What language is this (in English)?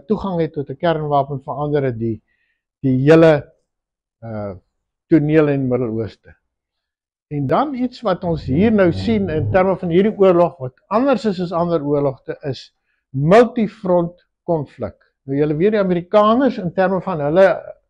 Afrikaans